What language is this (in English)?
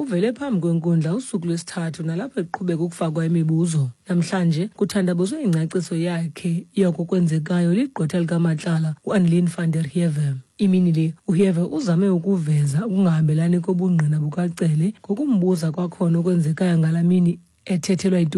Xhosa